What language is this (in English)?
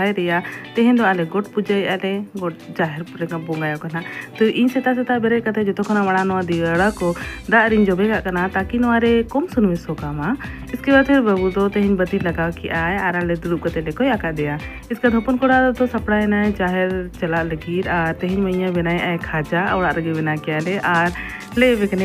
Santali